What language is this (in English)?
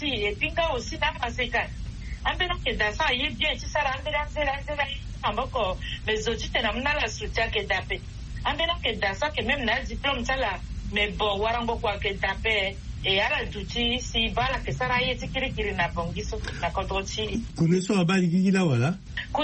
Sango